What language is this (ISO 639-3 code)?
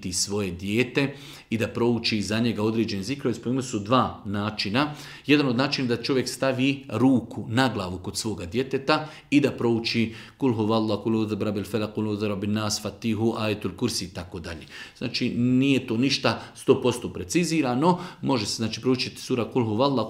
bos